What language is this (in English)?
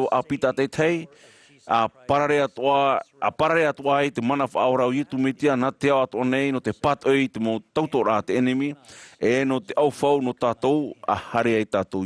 Tahitian